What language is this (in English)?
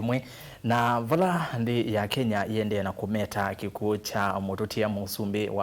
Kamba